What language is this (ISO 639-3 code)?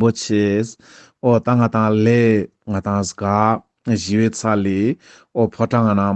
lbj